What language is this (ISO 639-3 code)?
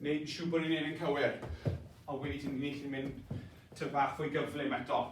cym